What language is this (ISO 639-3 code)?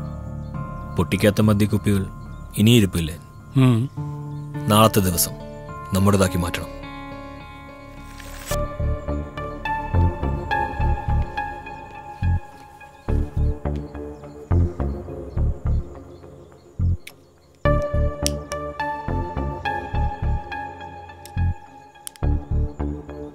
mal